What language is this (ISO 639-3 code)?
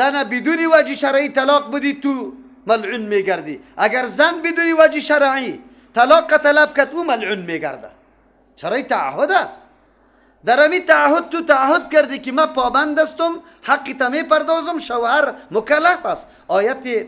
fas